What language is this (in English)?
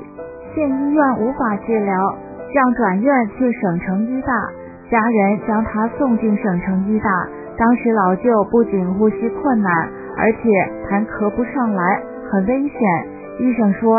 Chinese